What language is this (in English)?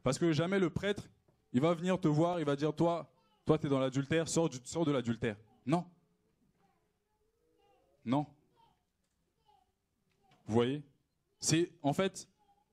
French